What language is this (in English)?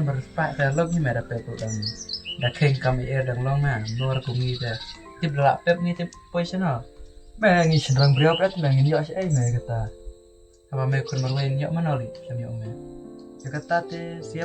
Khasi